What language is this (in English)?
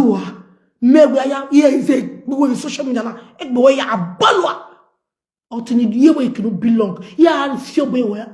Nigerian Pidgin